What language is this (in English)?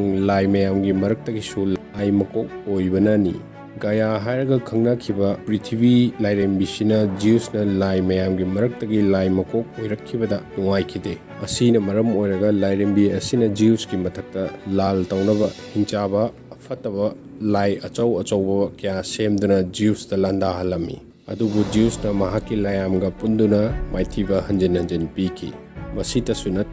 Manipuri